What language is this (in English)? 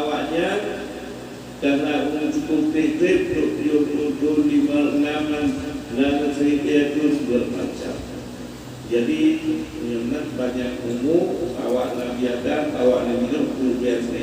Achinese